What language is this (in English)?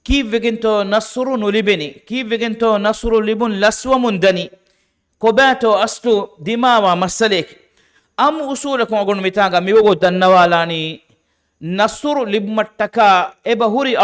Divehi